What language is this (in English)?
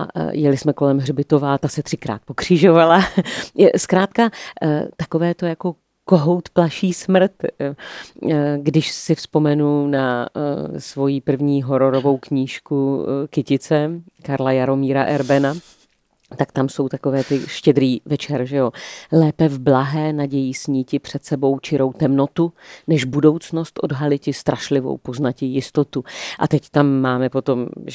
Czech